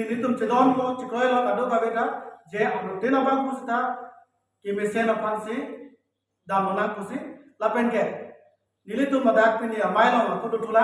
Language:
Karbi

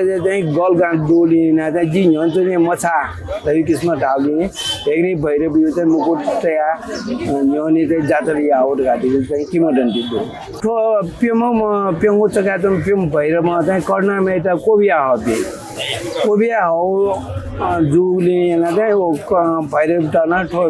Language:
Newari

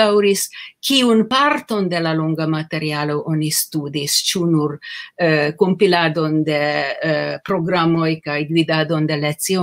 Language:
Esperanto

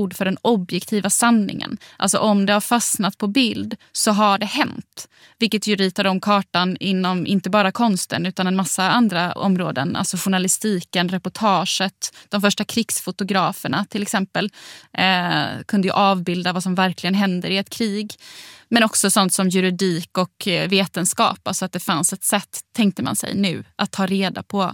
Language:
Swedish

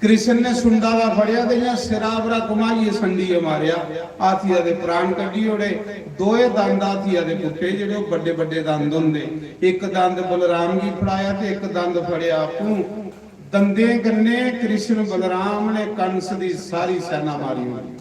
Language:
Dogri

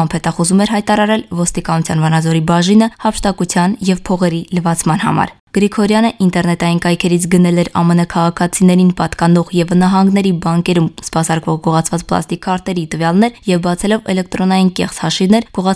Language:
Armenian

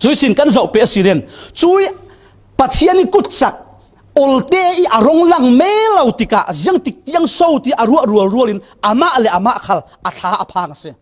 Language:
Falam Chin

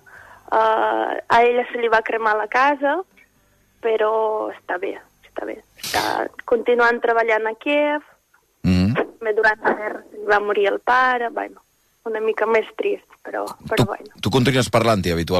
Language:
Catalan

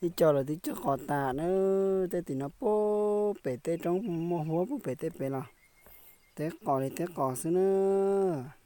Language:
Hmong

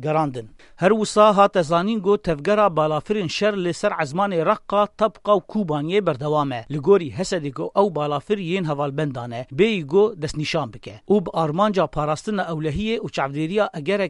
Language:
Kurdish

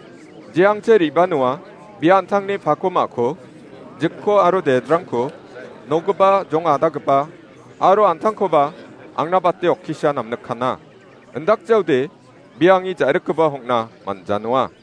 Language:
Garo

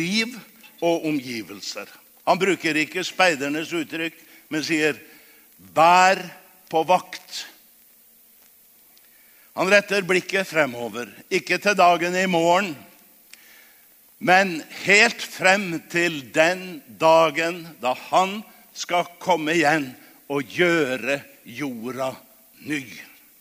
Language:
Norwegian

